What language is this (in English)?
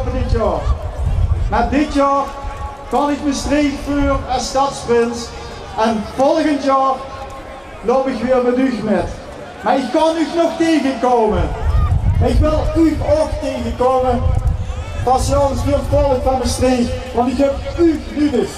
Limburgish